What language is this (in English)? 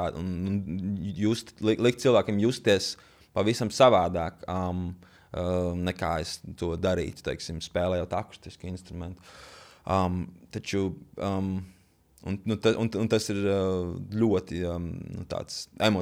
Latvian